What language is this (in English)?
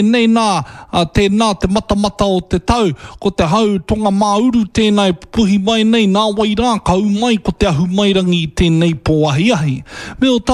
Māori